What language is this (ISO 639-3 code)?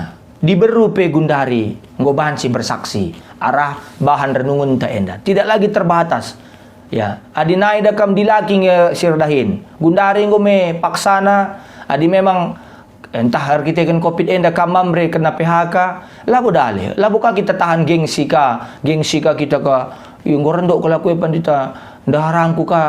btx